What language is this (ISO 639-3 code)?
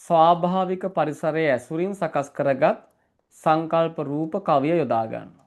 sin